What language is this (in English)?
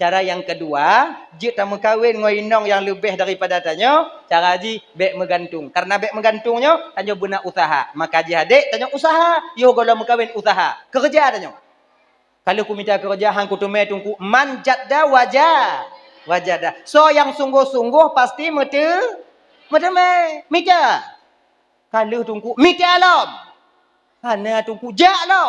Achinese